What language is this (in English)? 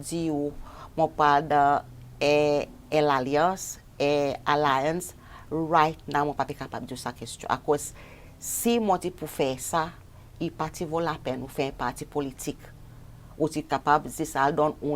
Seselwa Creole French